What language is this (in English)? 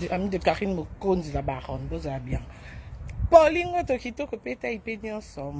Lingala